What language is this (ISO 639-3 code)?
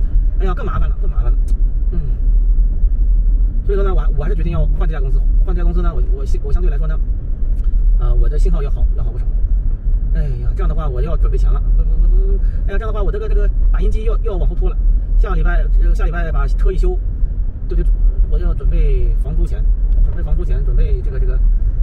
zho